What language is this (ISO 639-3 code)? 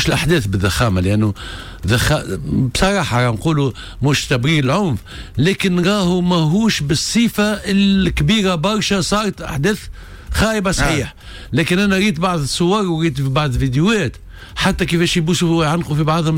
aeb